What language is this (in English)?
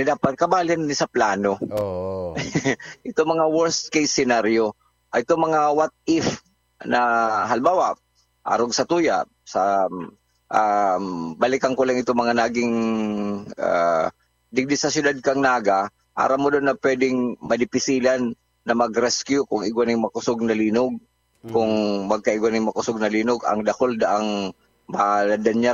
Bikol